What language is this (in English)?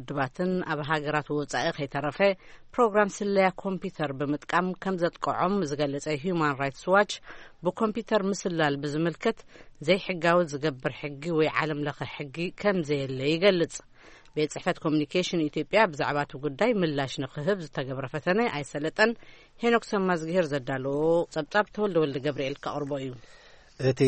Tigrinya